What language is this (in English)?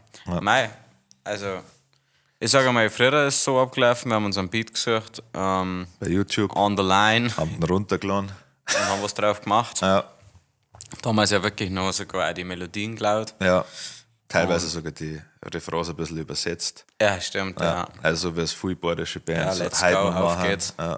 Bavarian